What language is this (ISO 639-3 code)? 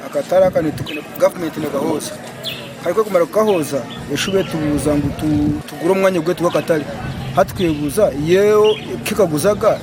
nyn